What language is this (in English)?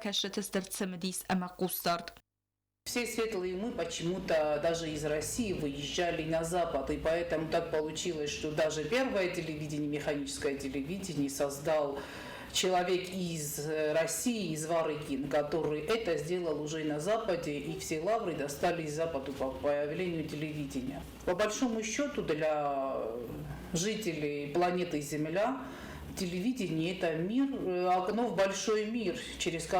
Ossetic